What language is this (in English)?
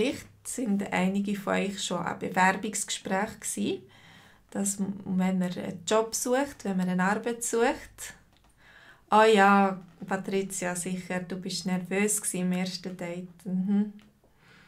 German